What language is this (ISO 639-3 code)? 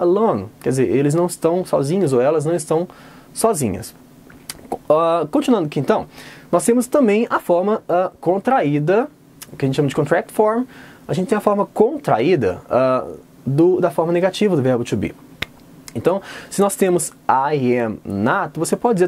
por